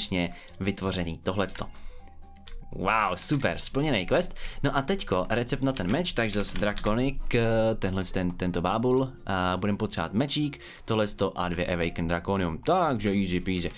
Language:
Czech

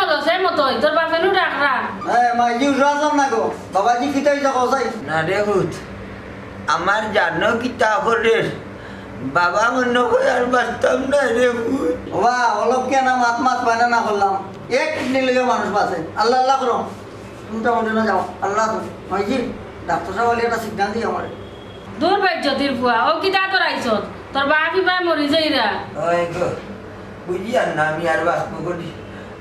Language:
Sylheti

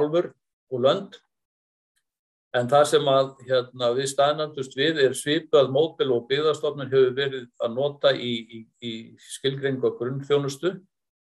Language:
Icelandic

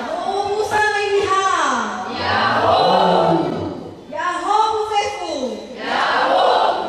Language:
Nias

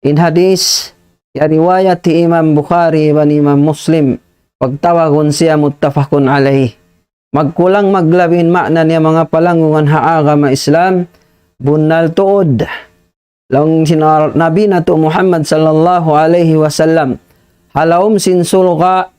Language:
Tausug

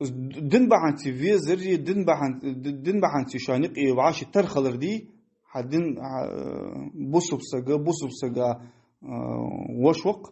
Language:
Ingush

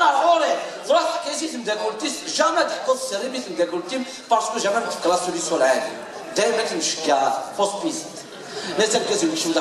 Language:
Kabyle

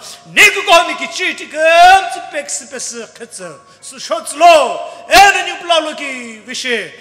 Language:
Sumi Naga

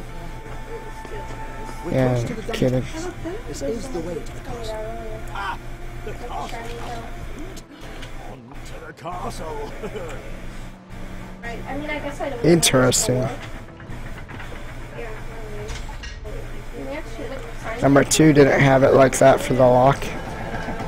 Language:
English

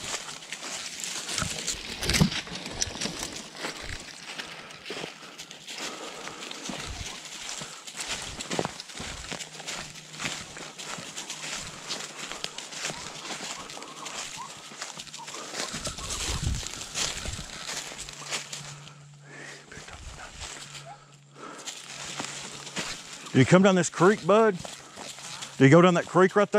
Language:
English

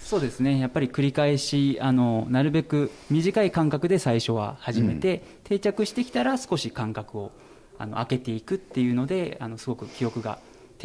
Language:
Japanese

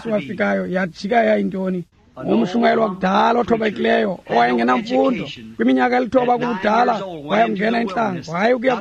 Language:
Xhosa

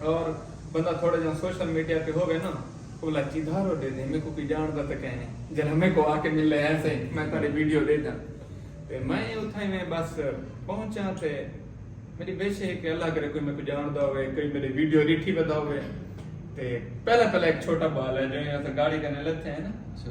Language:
Saraiki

